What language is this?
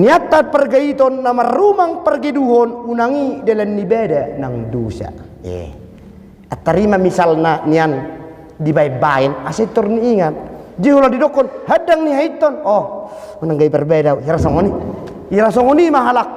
Batak Toba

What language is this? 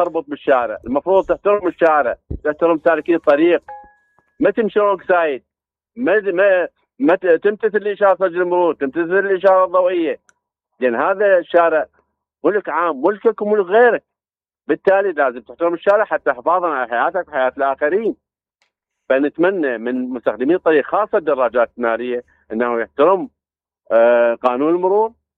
Mesopotamian Arabic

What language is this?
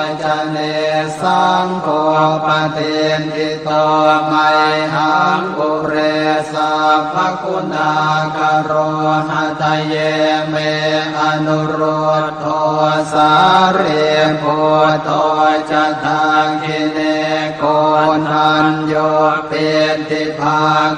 Pali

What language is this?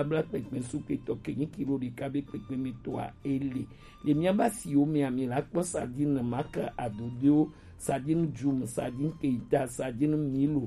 Gen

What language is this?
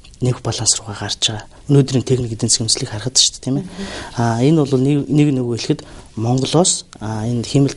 Mongolian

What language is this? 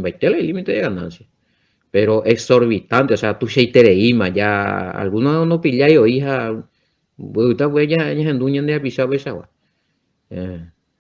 Guarani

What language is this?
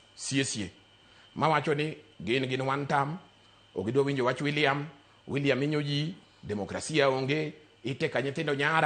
Luo (Kenya and Tanzania)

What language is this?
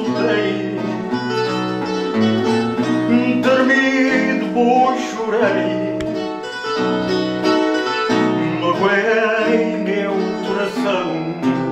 Portuguese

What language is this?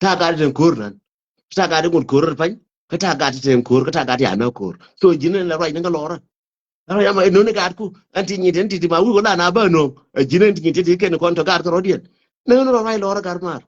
Nuer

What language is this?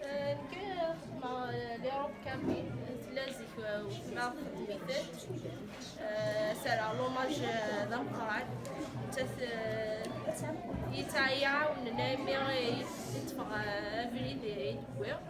Kabyle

